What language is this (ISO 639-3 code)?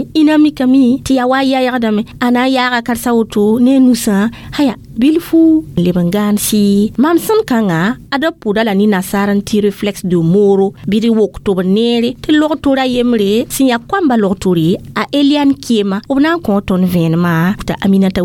mos